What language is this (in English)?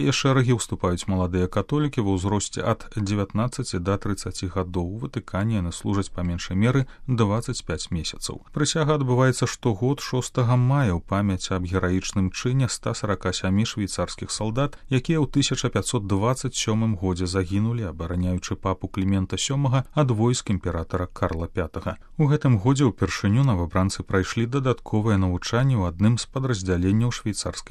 Belarusian